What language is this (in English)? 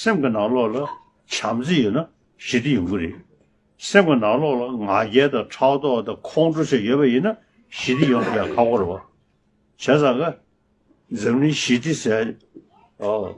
Tibetan